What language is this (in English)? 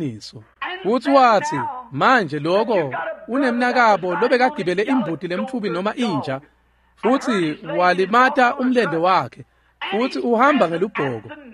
Swati